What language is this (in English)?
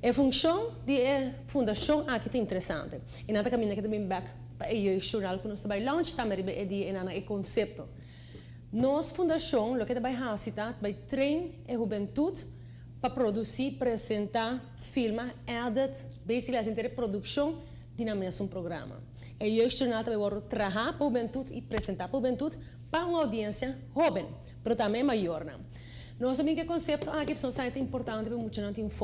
Papiamento